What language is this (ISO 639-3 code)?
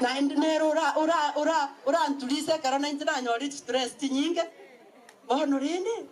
guz